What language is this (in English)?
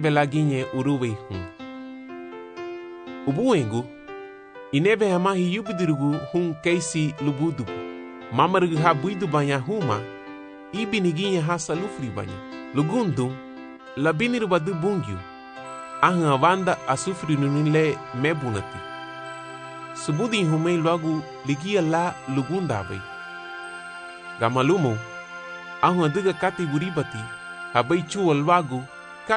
Garifuna